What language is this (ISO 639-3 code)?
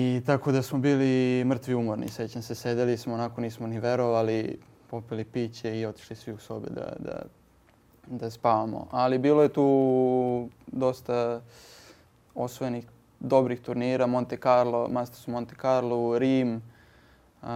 srp